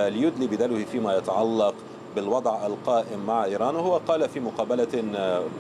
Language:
Arabic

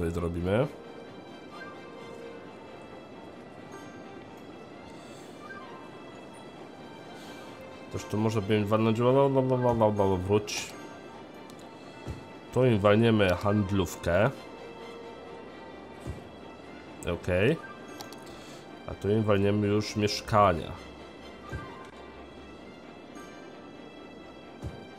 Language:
Polish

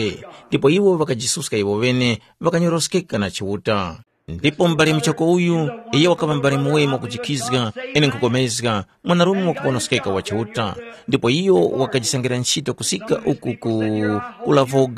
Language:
Tumbuka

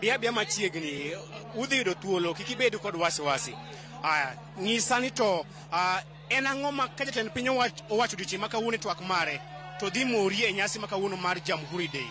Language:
Luo (Kenya and Tanzania)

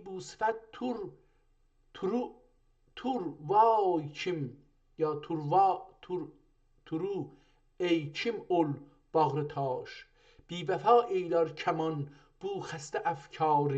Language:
South Azerbaijani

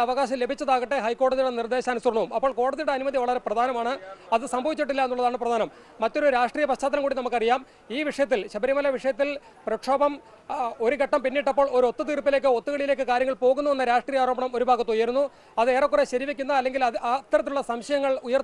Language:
Malayalam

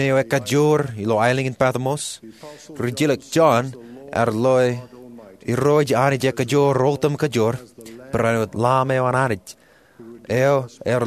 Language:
Marshallese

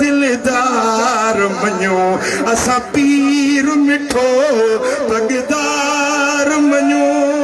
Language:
Sindhi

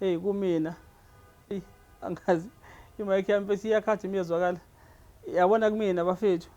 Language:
Zulu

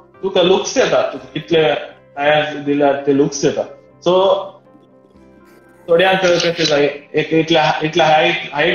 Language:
Konkani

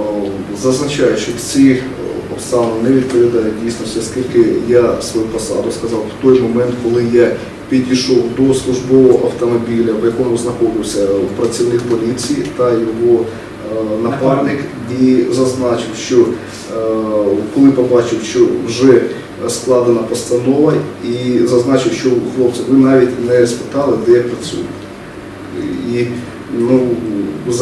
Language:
Ukrainian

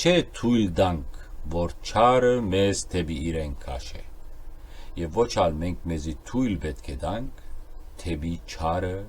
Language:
Western Armenian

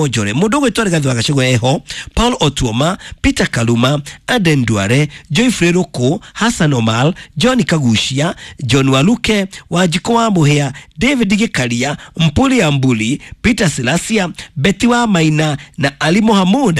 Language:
Kikuyu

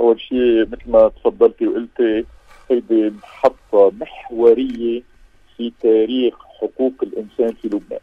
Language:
North Levantine Arabic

